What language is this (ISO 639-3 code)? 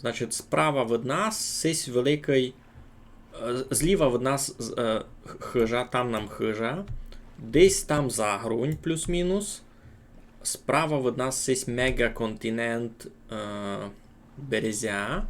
rue